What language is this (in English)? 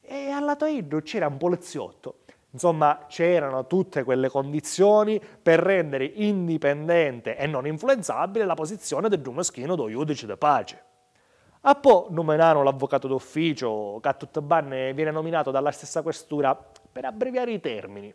Sicilian